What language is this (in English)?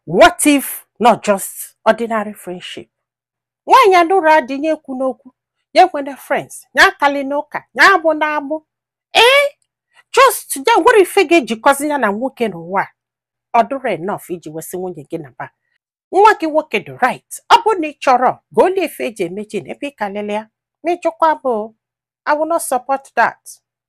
Igbo